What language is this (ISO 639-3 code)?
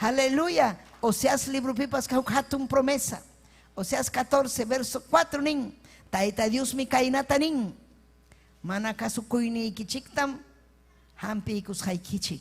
quy